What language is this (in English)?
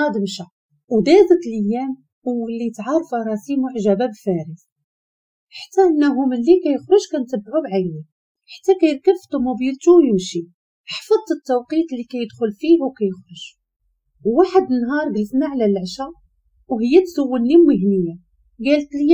Moroccan Arabic